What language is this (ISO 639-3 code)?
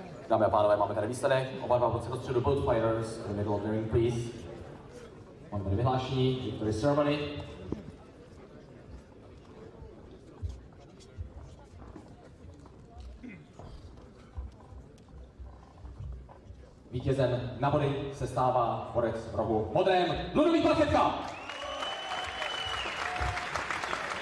ces